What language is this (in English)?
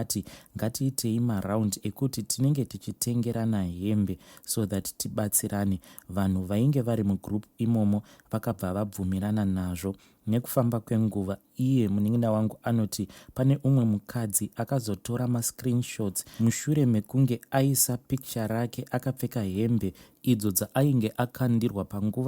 Shona